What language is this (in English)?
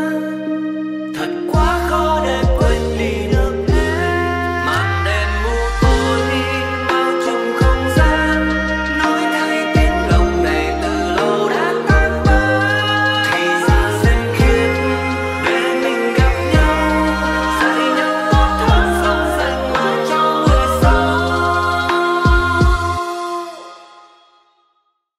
Vietnamese